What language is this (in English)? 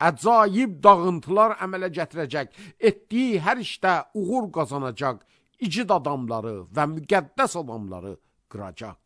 Azerbaijani